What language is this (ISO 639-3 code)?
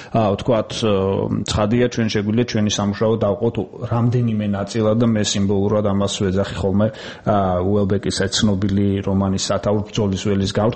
kat